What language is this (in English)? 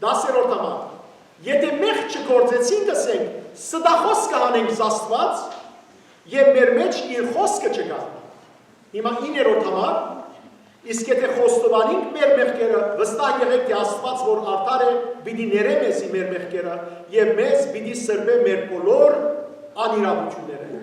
Western Armenian